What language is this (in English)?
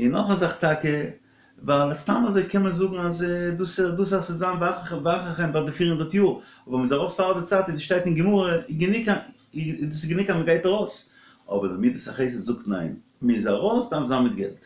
Yiddish